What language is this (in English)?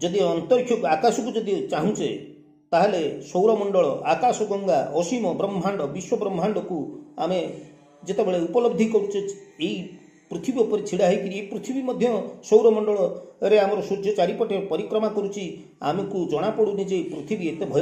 Odia